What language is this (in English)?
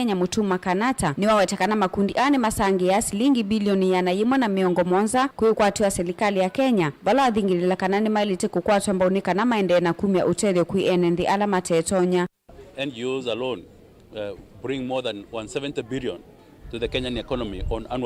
Kamba